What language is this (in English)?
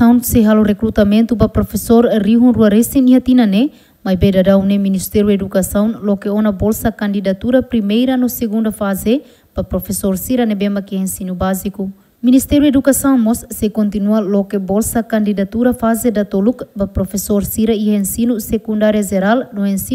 Tetum